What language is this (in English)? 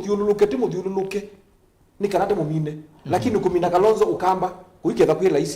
Kamba